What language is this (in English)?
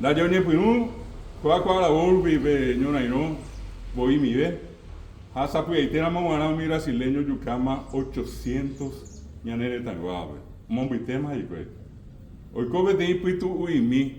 Guarani